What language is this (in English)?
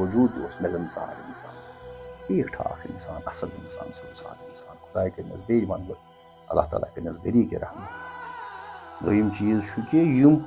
Kashmiri